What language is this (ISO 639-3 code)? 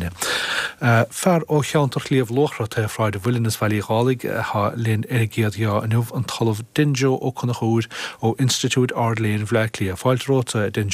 gle